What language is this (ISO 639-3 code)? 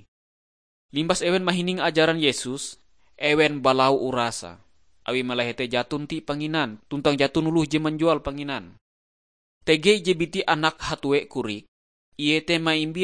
nij